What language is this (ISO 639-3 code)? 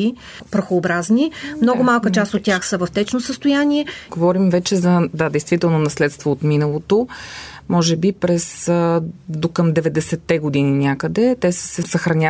bul